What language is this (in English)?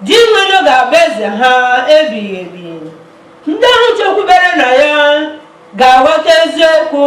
Igbo